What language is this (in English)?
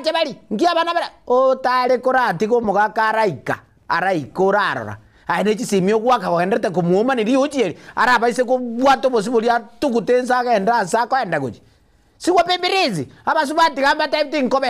Gusii